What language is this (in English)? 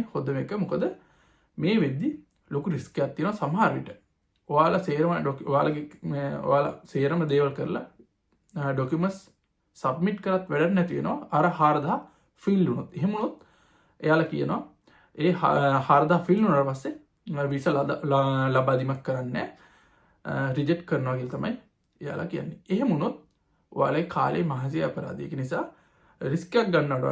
Sinhala